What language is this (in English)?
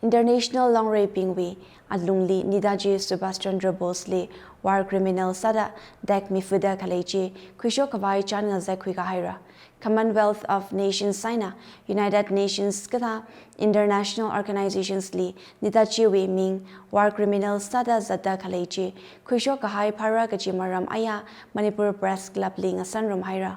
Tangkhul Naga (India)